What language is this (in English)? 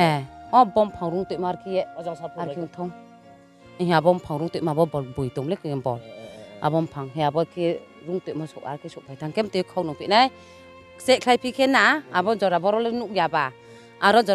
Riang (India)